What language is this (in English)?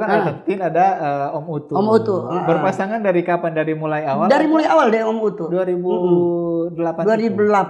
Manado Malay